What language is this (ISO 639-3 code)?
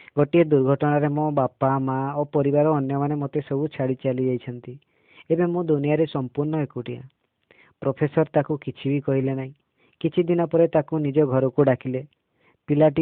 ori